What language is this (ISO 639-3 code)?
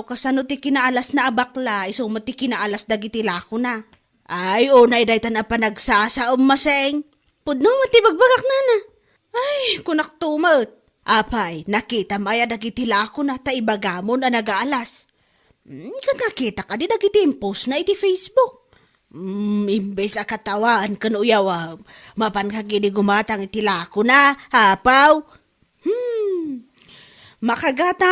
ilo